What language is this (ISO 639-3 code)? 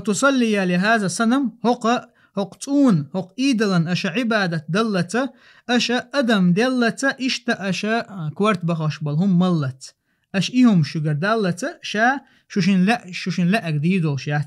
che